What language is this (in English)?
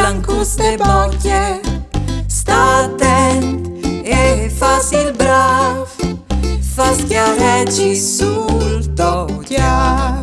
Friulian